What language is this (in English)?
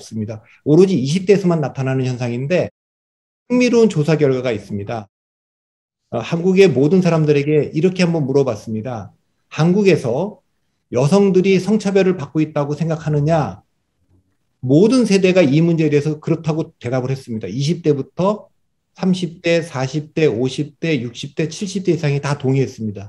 Korean